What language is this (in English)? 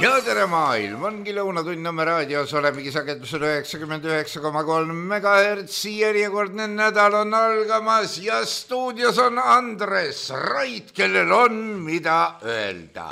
Estonian